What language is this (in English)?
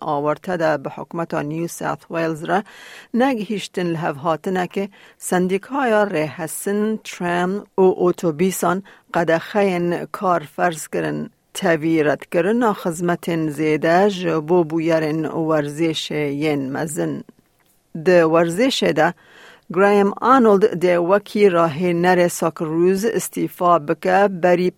Kurdish